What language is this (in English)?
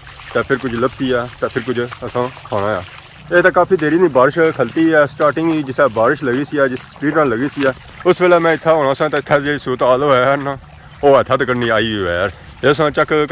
Pahari-Potwari